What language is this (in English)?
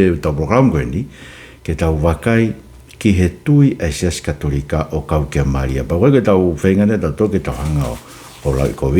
Tongan